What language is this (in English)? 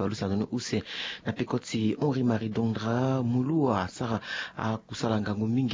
Sango